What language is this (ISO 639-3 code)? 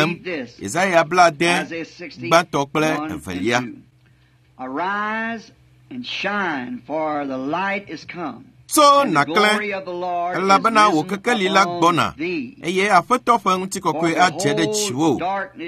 ewe